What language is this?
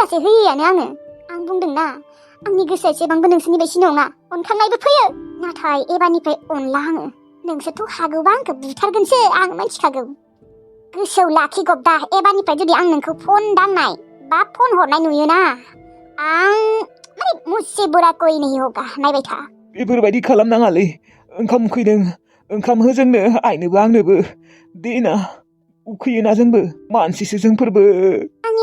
Bodo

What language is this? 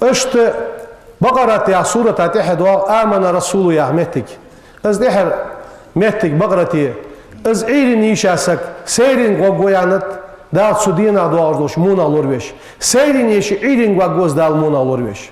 Ingush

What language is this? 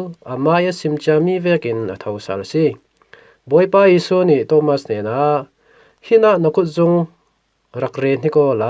Falam Chin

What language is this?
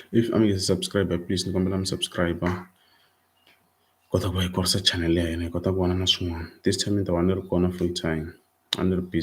Tsonga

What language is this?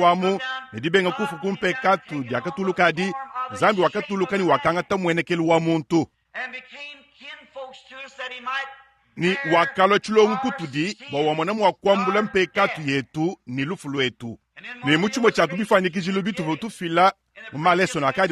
Luba-Lulua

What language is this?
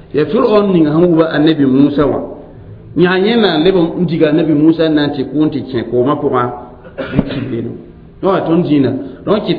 Mossi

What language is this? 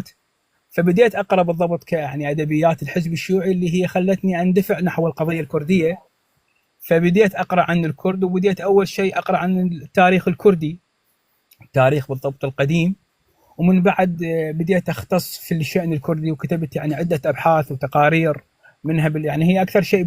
North Levantine Arabic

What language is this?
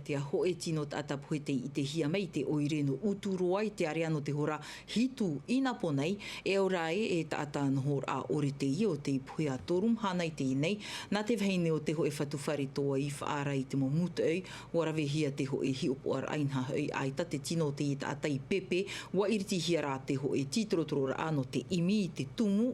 Tahitian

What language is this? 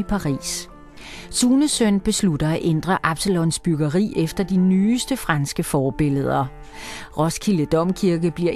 Danish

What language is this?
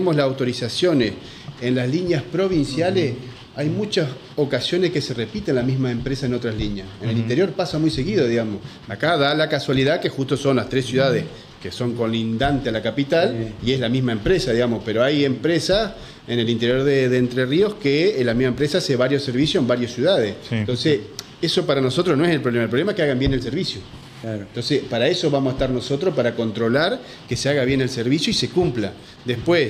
Spanish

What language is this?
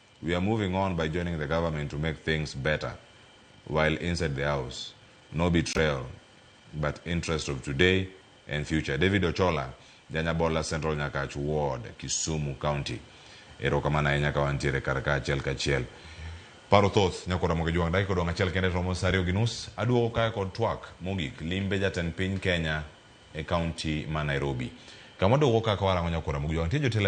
Luo (Kenya and Tanzania)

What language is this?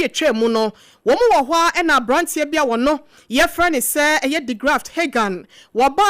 Akan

